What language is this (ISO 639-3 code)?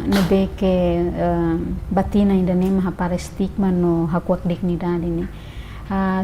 tet